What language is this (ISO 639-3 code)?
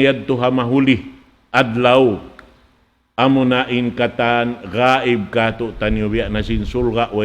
tsg